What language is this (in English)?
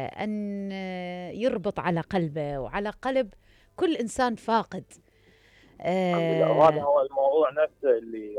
Mesopotamian Arabic